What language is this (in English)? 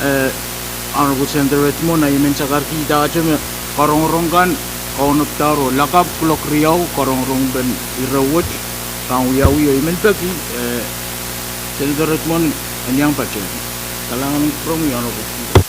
Pohnpeian